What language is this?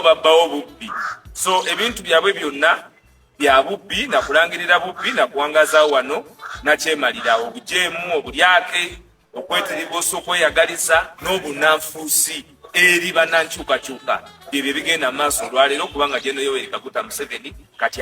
Ganda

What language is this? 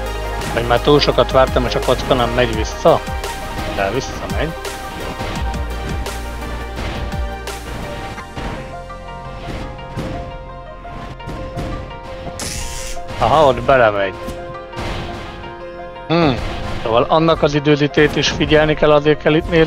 Hungarian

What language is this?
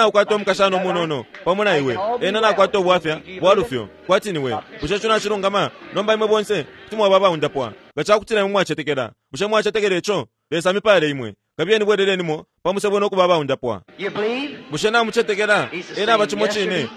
Bemba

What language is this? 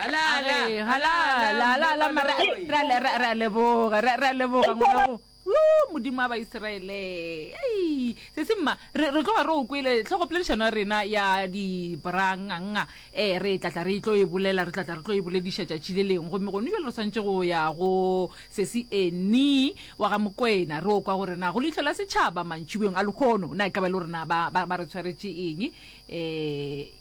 Northern Sotho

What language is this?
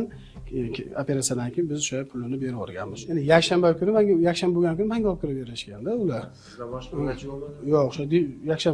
Uzbek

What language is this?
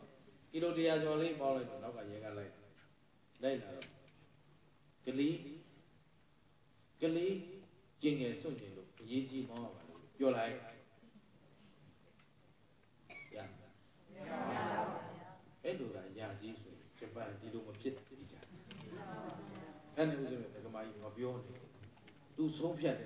Burmese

